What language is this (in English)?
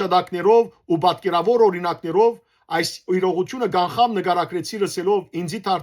Western Armenian